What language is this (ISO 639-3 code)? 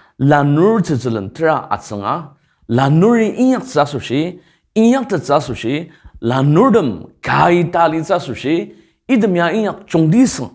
njo